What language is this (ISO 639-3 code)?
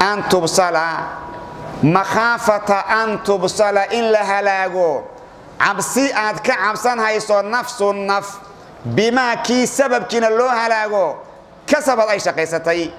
som